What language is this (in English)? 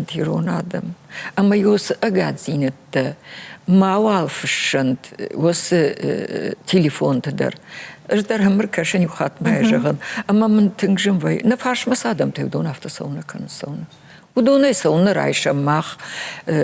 Ossetic